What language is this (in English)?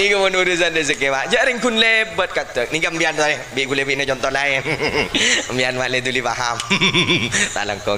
Madurese